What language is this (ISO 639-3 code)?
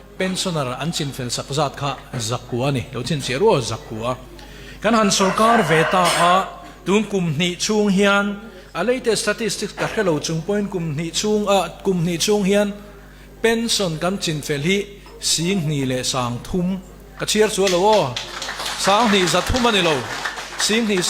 lus